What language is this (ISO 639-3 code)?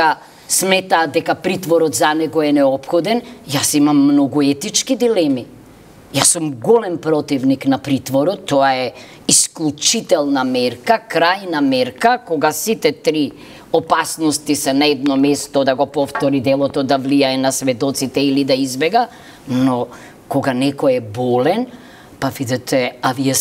mkd